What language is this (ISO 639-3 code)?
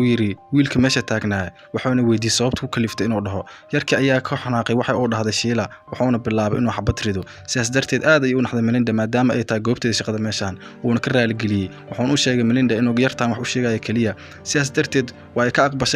som